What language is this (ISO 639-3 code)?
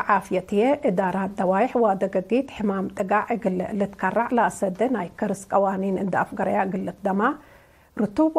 tig